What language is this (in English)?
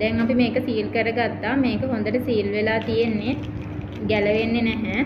Sinhala